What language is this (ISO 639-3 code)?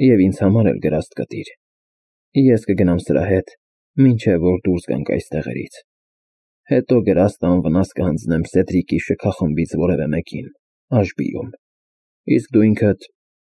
hye